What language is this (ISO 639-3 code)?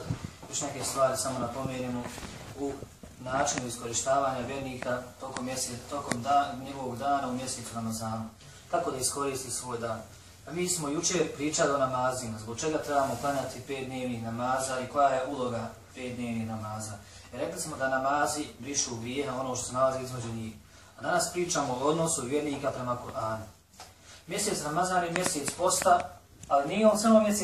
bos